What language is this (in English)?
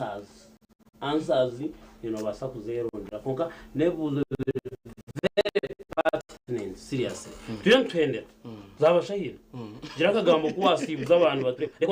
Nyankole